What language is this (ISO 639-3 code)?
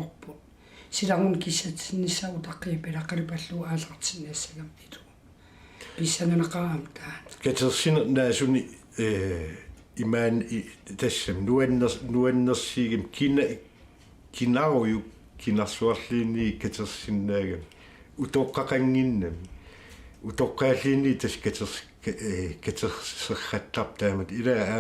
kal